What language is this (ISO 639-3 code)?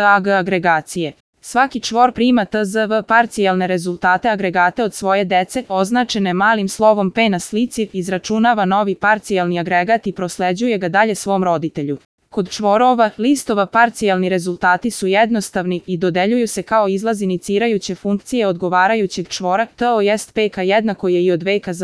srp